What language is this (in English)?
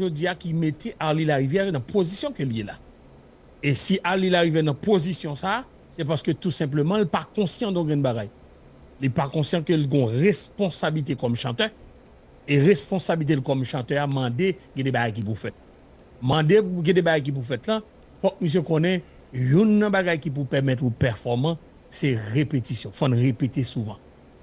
Haitian Creole